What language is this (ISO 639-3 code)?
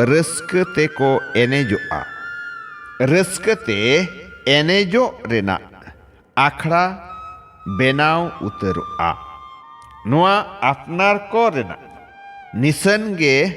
sat